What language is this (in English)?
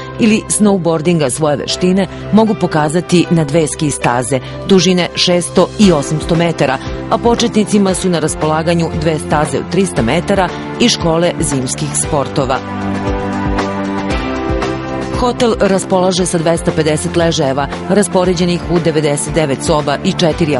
Serbian